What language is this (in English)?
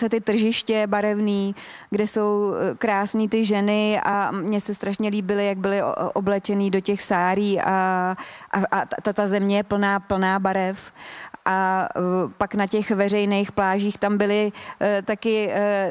Czech